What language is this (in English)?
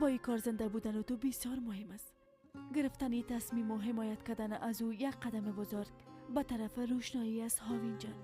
Persian